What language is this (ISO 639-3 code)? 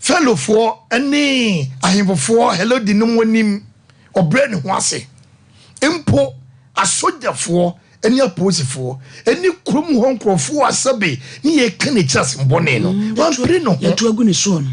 aka